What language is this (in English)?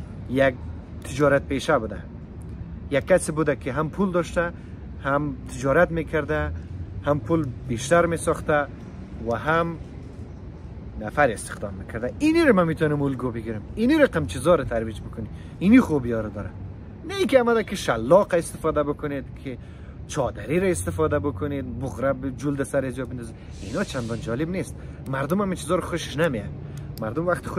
Persian